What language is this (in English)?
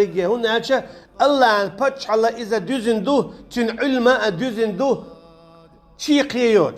Chechen